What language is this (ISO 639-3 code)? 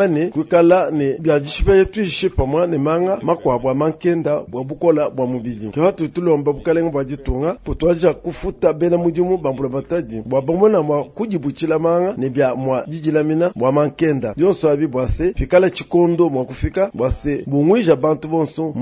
lua